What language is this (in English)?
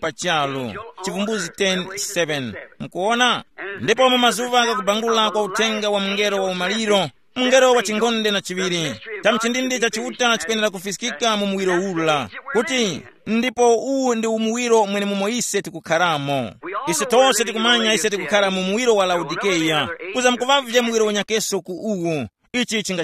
Tumbuka